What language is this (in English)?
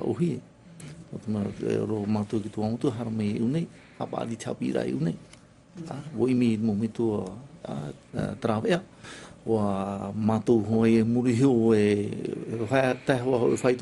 Tahitian